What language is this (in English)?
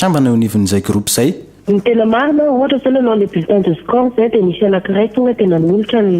Malagasy